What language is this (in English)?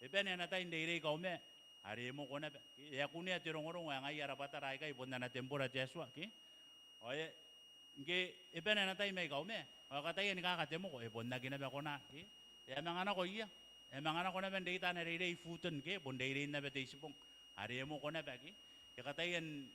Gilbertese